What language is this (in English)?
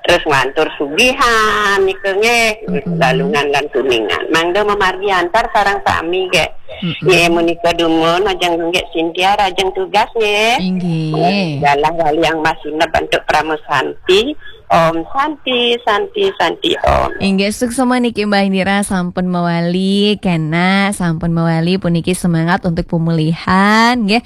Balinese